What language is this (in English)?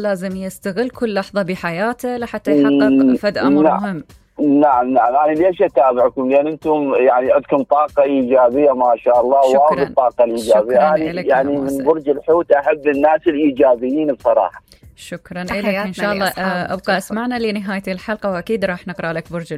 Mesopotamian Arabic